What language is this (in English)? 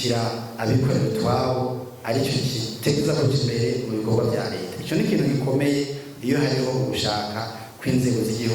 Rundi